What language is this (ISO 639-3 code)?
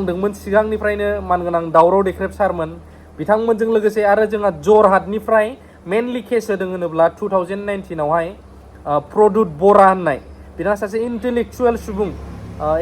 brx